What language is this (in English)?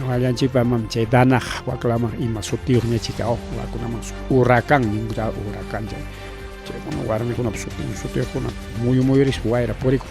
Ayacucho Quechua